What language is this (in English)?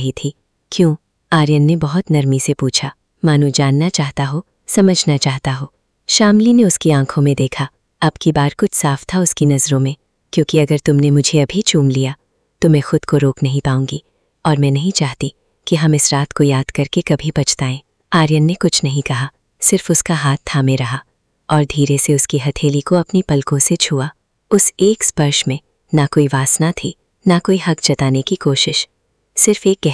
Hindi